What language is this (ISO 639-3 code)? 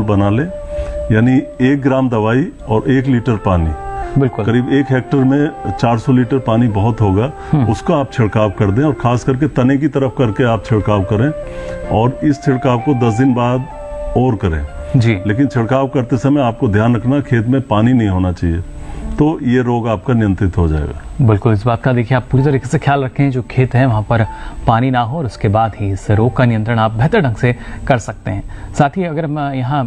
hin